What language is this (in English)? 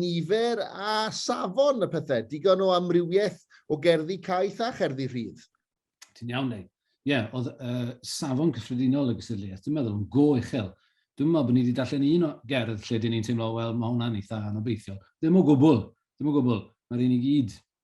Welsh